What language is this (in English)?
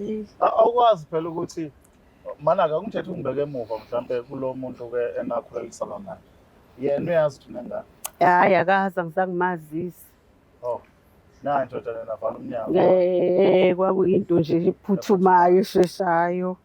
Zulu